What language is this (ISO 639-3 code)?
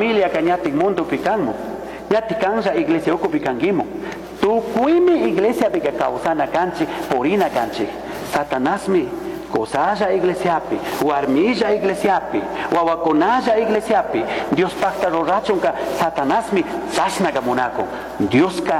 qug